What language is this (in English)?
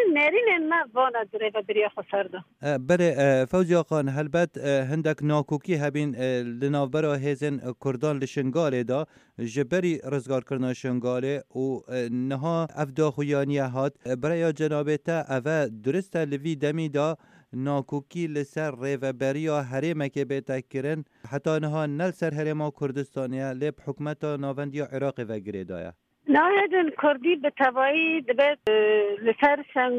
Kurdish